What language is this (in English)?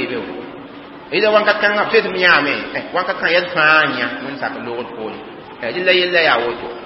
Mossi